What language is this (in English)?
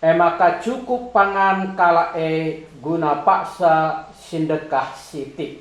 Batak Karo